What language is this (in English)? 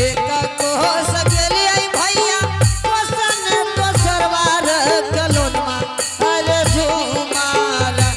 Angika